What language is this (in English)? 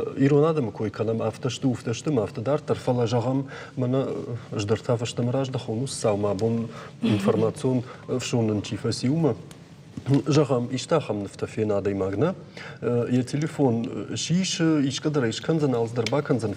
Ossetic